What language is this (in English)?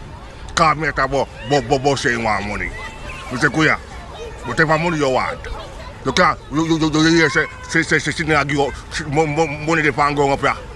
Jamaican Creole English